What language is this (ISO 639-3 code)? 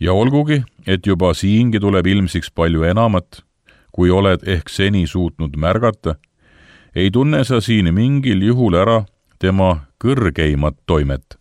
est